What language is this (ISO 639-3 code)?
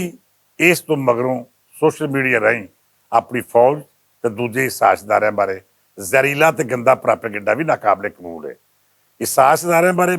lah